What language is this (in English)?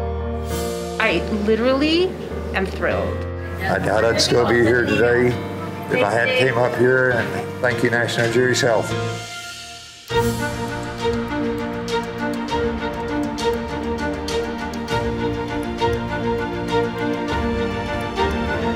English